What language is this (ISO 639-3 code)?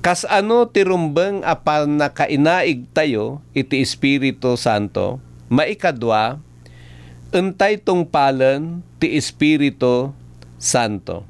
ilo